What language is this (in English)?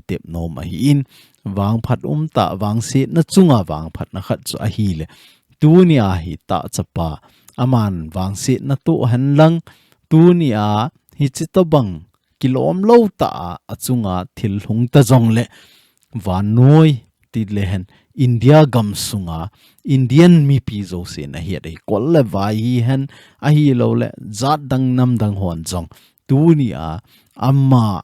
Thado Chin